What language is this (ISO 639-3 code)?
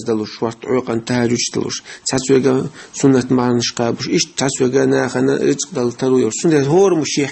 che